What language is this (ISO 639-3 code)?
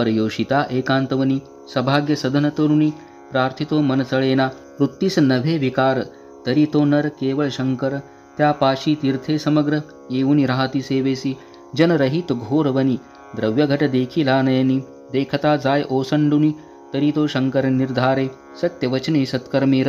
mar